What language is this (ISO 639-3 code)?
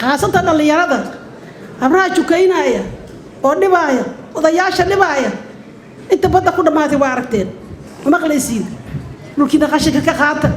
som